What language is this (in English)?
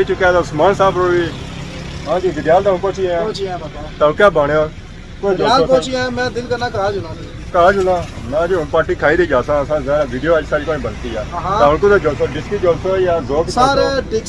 Pahari-Potwari